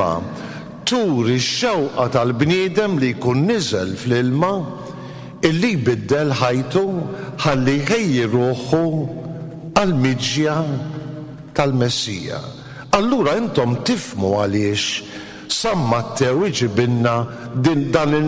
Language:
Maltese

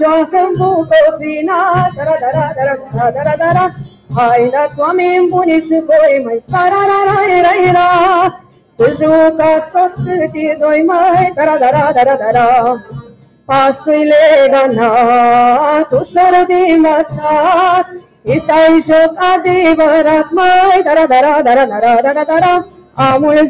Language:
Romanian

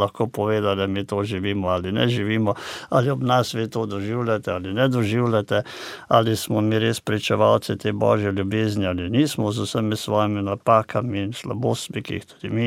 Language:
Slovenian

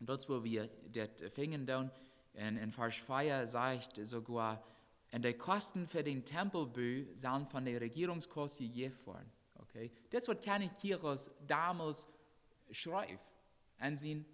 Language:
Plautdietsch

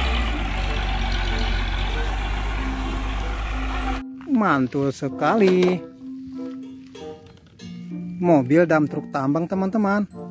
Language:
Indonesian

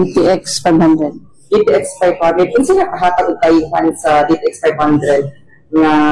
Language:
Cebuano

